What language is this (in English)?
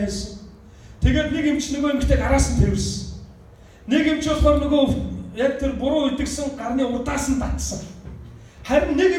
Mongolian